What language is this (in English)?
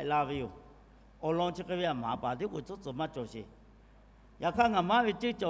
Lahu